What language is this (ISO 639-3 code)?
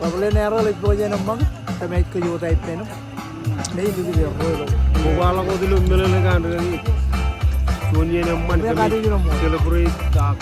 mah